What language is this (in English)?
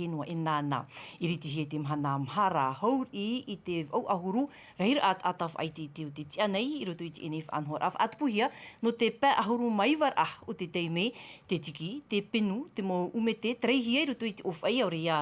Tahitian